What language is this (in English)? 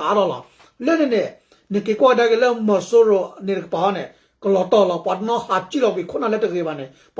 S'gaw Karen